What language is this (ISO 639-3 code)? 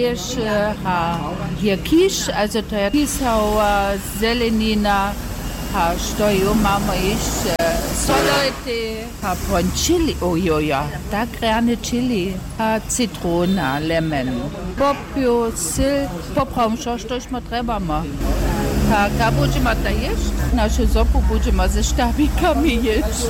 hsb